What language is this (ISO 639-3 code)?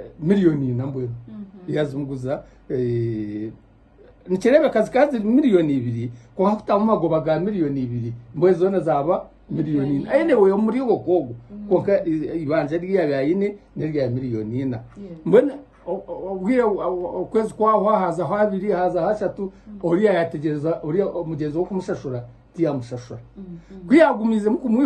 nyn